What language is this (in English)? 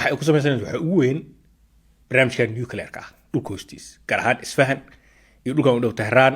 Somali